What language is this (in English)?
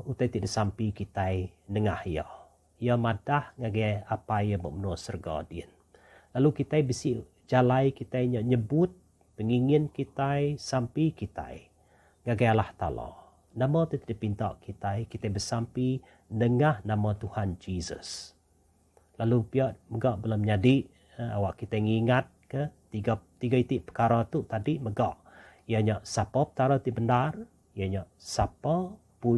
Iban